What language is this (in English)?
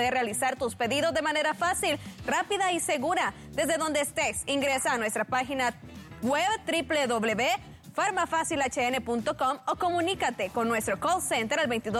Spanish